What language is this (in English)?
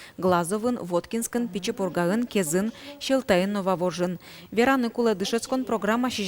Udmurt